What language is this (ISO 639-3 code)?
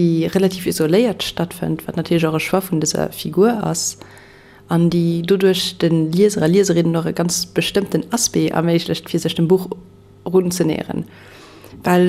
ltz